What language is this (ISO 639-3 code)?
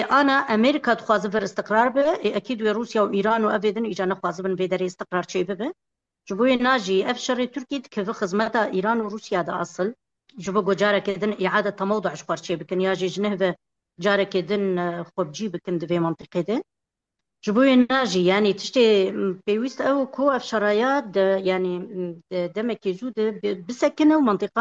kur